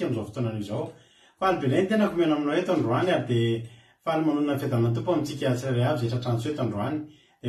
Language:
Malagasy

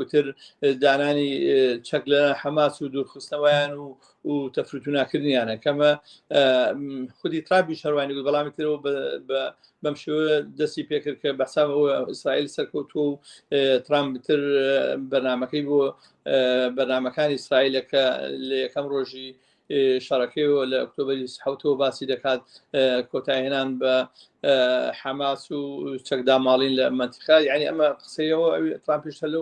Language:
Central Kurdish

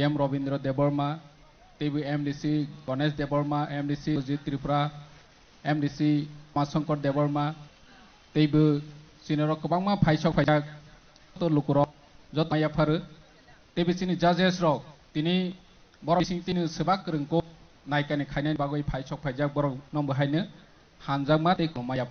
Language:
Kok Borok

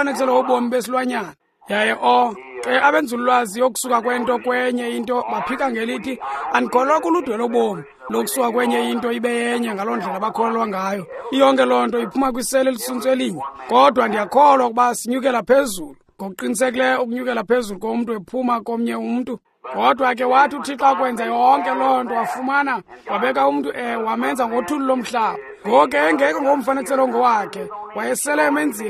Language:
Xhosa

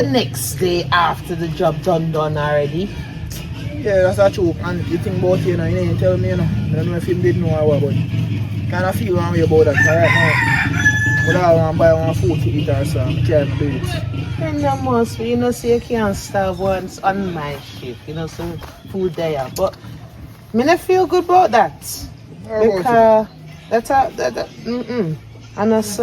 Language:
Jamaican Creole English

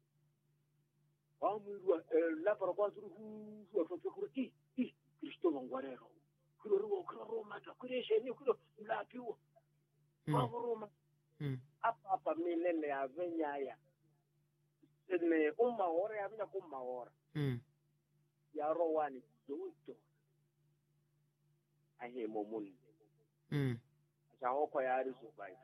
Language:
Swahili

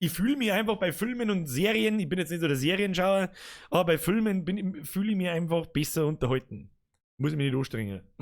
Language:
Bavarian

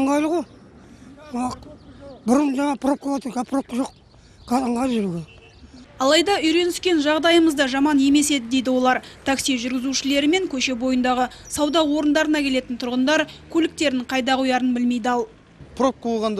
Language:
Kazakh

